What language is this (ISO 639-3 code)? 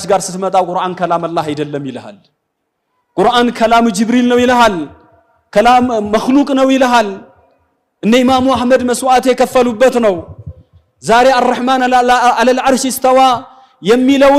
amh